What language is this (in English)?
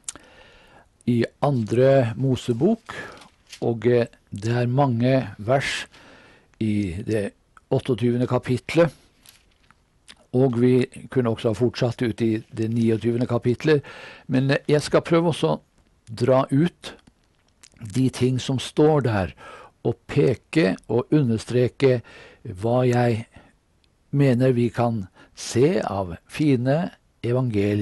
Norwegian